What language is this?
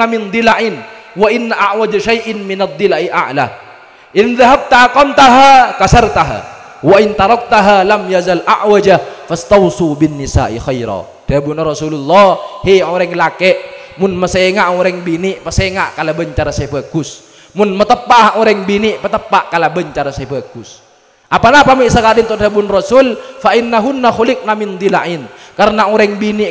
Madurese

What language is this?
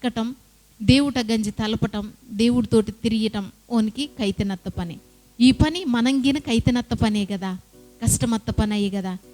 Koya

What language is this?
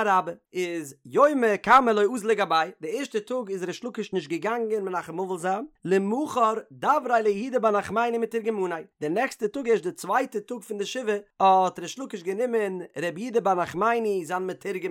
Yiddish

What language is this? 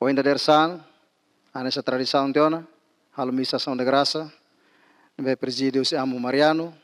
Tetum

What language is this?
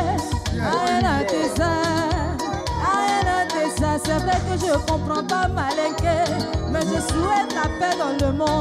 French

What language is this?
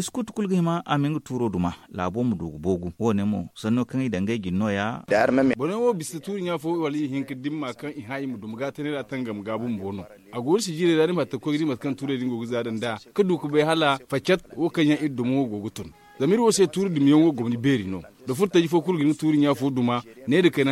Zarma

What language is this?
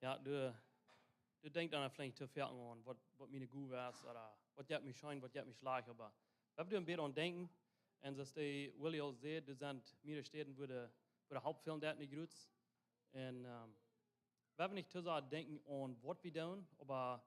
Plautdietsch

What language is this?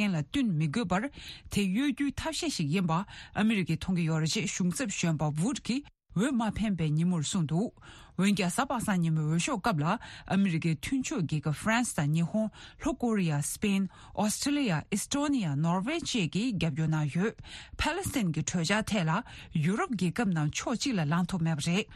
Tibetan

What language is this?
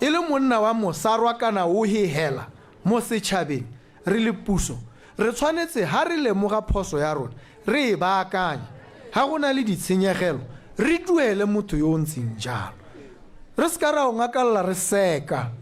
Tswana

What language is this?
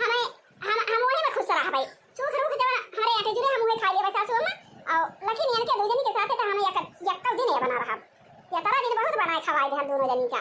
Awadhi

